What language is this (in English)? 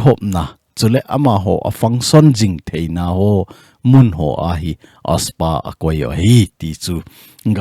Thado Chin